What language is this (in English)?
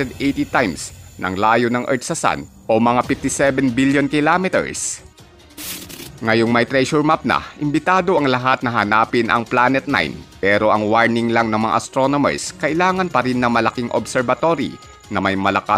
Filipino